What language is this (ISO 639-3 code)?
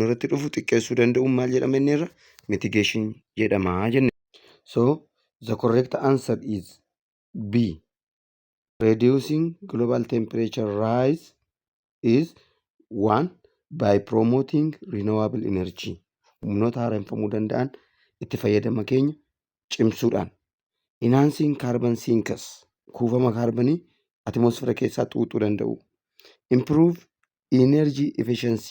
orm